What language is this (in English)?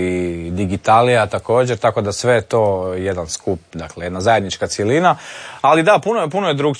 Croatian